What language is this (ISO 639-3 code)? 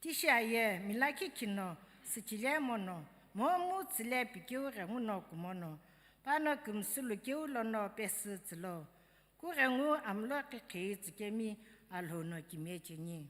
nsm